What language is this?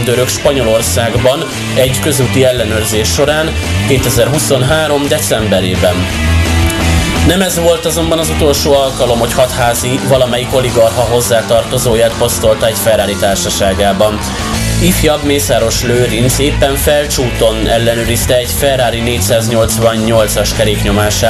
Hungarian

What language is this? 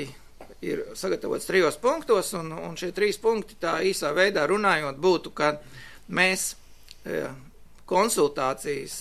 Latvian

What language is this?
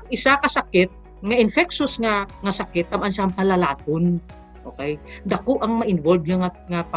Hiligaynon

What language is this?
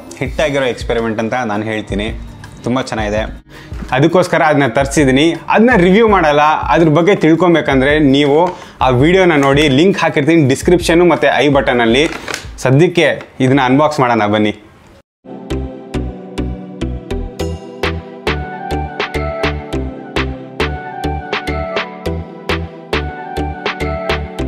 Kannada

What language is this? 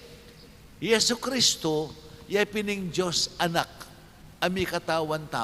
Pampanga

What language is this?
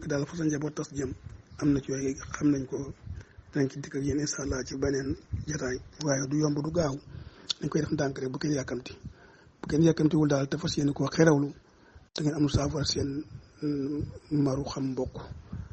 Wolof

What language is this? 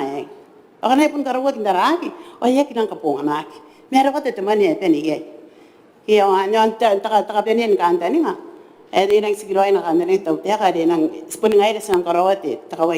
Gilbertese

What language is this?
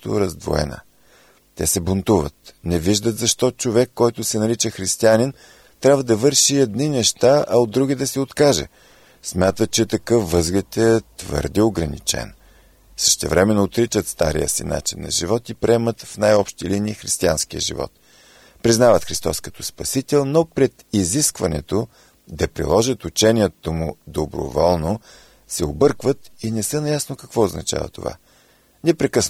Bulgarian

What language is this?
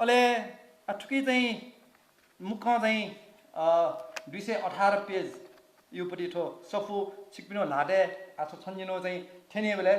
Newari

